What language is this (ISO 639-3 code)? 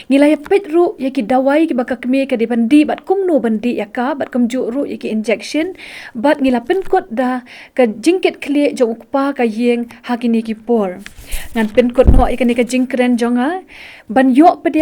kha